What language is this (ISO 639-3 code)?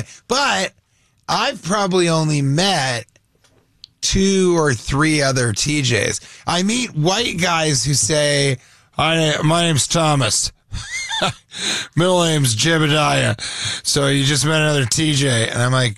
eng